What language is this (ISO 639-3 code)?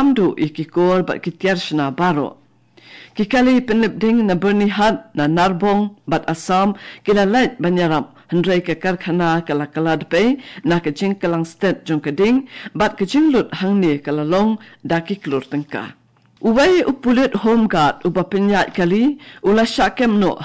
kha